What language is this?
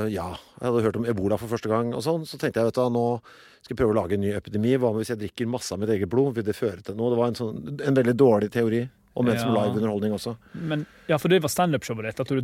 Norwegian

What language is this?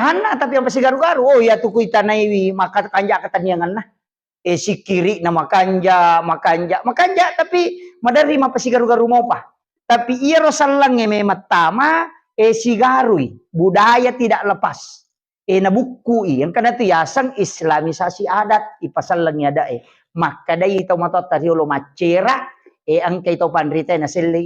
Buginese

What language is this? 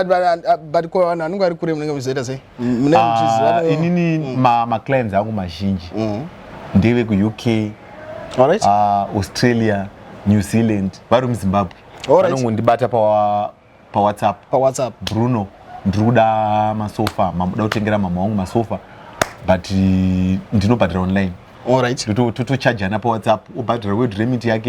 Shona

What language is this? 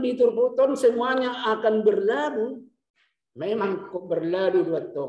Batak Toba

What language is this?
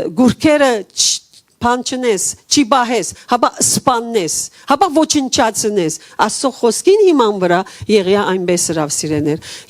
Western Armenian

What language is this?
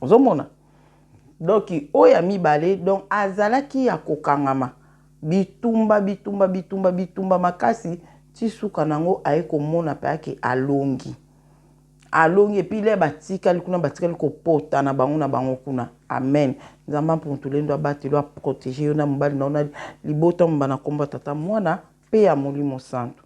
Lingala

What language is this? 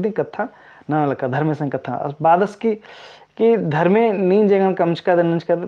Kurukh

